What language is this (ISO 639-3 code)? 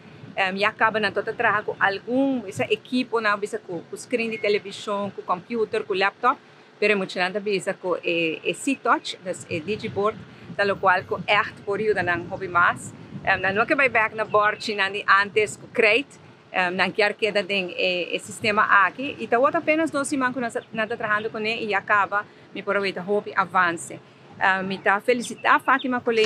pap